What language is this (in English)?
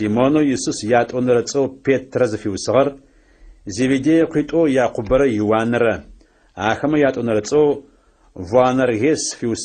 Adyghe